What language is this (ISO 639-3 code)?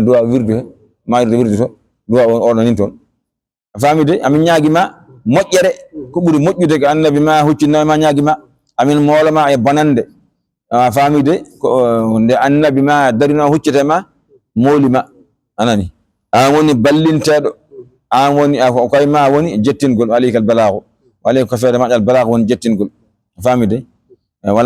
ful